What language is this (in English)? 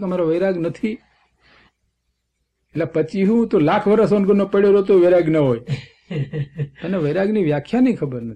Gujarati